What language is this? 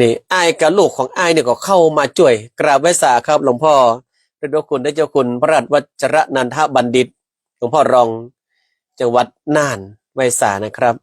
Northern Thai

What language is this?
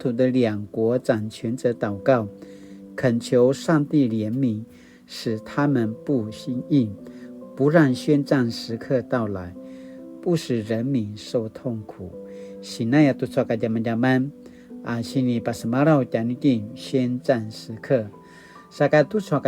Paiwan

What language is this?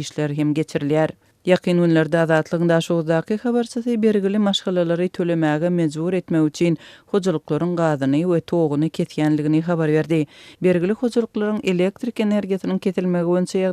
Turkmen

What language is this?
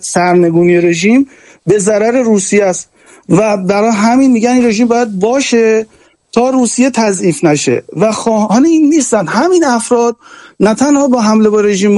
Persian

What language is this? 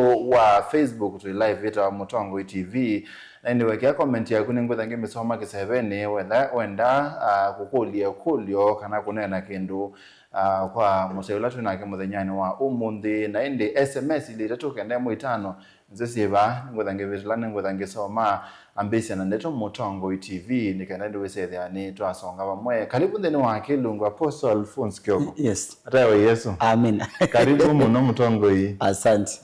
Kamba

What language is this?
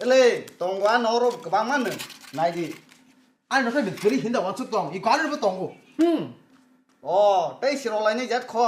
Kok Borok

